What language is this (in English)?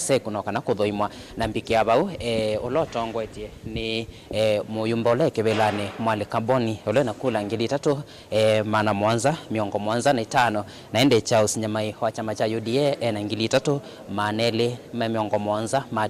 Kamba